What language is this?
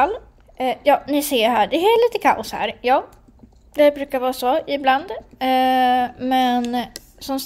Swedish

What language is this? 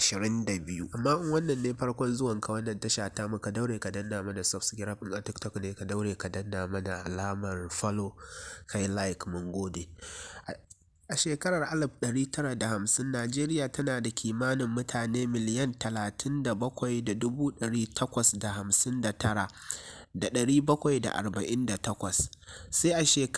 Hausa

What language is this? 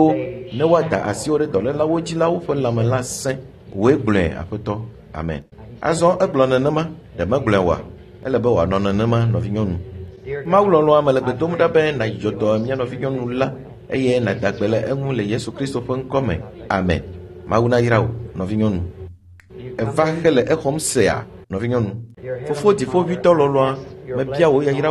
Ewe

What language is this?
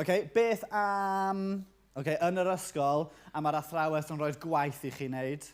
Welsh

